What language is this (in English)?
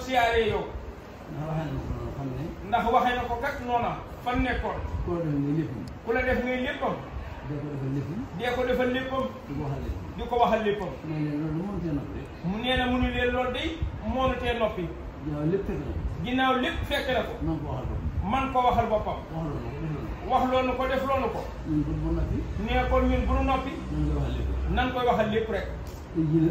Wolof